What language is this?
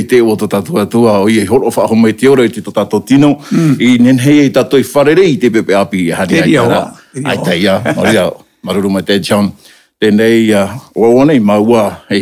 Tahitian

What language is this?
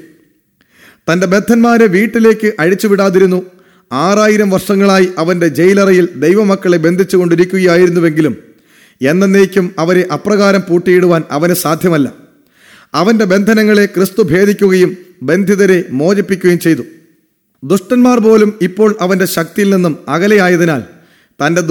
Malayalam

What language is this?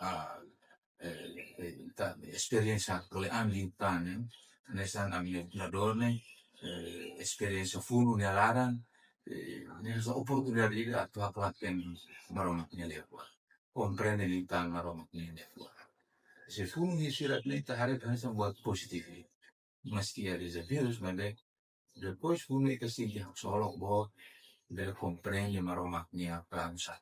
Tetum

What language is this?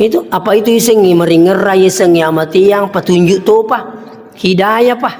Buginese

